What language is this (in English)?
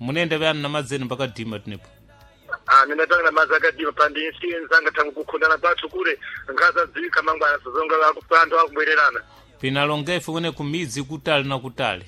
Sena